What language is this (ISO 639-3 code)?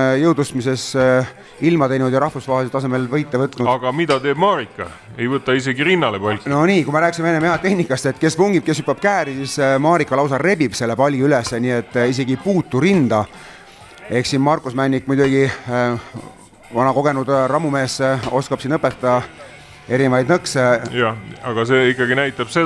est